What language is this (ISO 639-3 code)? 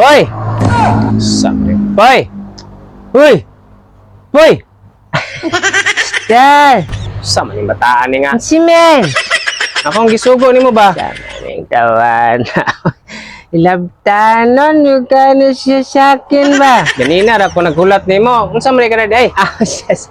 ceb